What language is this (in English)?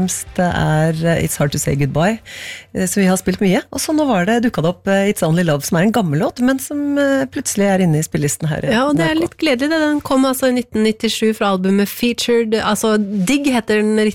Norwegian